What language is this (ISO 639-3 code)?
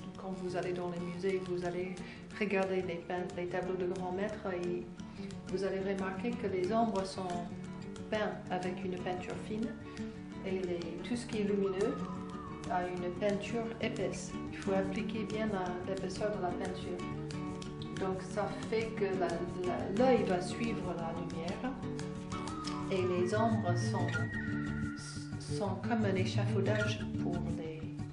fra